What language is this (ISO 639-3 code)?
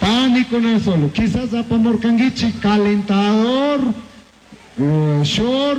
qug